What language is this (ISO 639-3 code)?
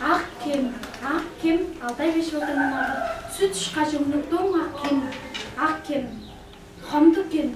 tyv